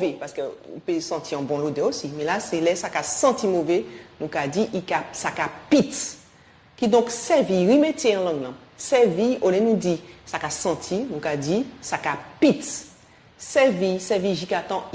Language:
Guadeloupean Creole French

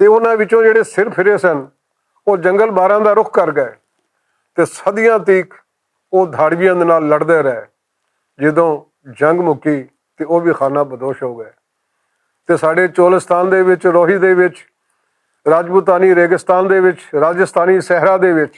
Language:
Western Panjabi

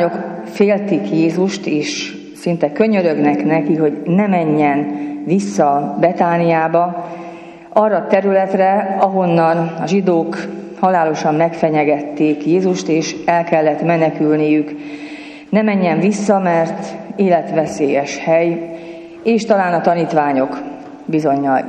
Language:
Hungarian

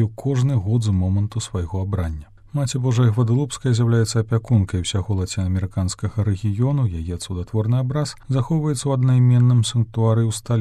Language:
Belarusian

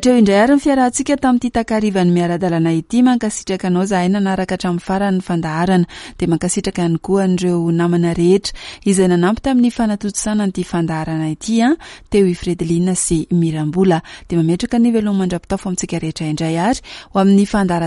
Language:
Malagasy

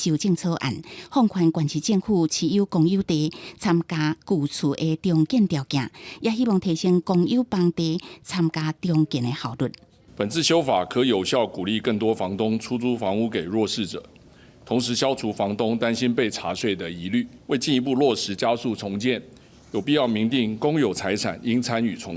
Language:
Min Nan Chinese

